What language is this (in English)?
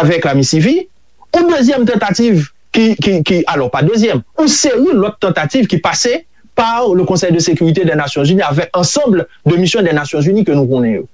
Haitian Creole